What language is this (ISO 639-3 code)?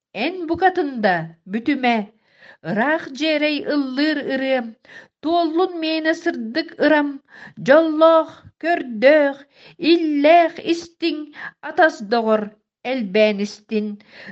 sah